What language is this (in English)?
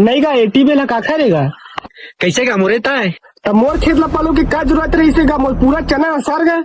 Chhattisgarhi